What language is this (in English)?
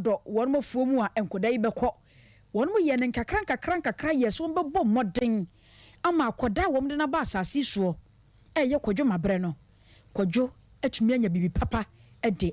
Akan